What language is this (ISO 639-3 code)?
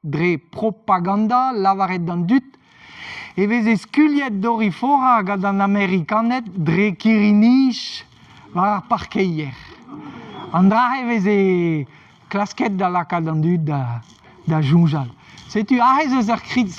bre